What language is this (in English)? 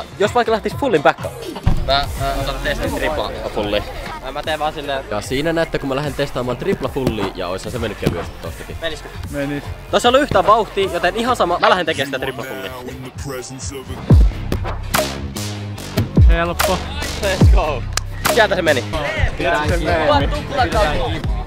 Finnish